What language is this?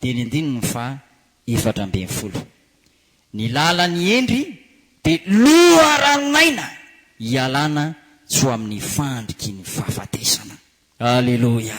Malagasy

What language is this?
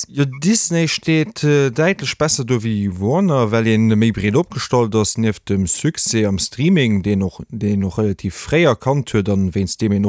Luxembourgish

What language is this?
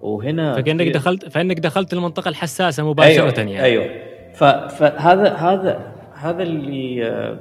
Gulf Arabic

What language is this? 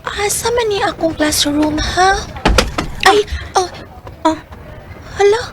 Cebuano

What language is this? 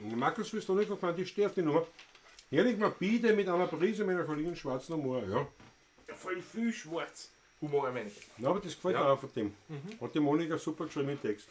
Bavarian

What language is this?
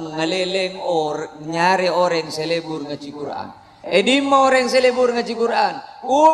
Madurese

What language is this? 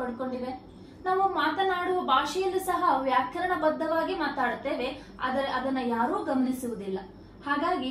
Kannada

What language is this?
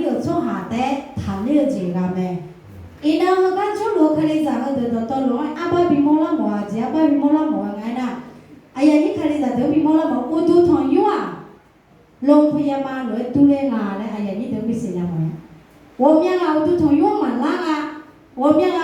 Akha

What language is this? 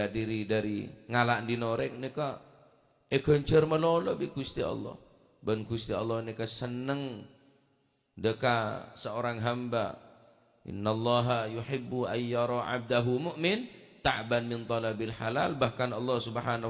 Madurese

